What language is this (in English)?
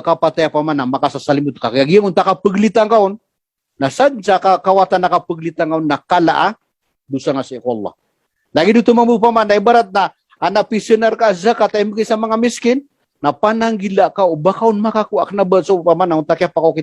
Maranao